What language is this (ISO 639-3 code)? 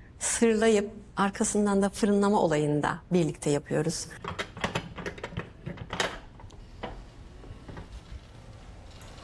tur